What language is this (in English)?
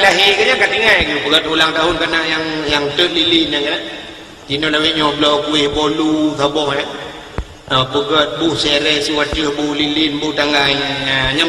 Achinese